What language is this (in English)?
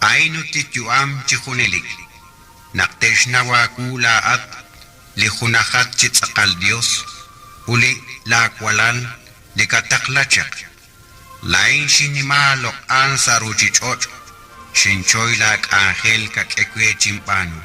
Kekchí